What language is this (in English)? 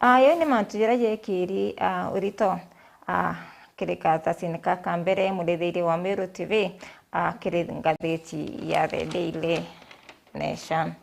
Meru